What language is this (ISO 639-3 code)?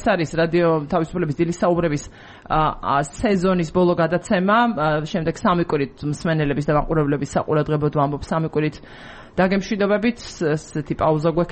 kat